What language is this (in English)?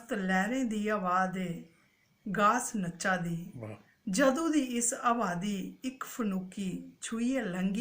Dogri